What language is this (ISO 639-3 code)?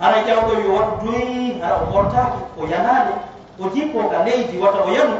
ful